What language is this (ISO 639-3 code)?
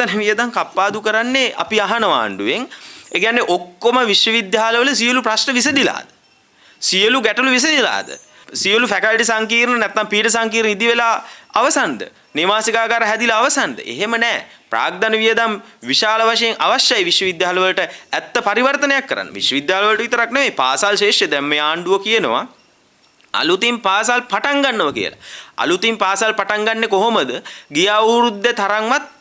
sin